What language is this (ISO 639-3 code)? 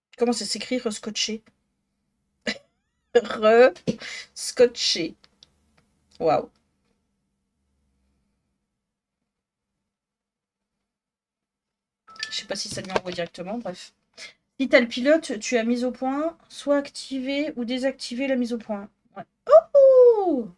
fra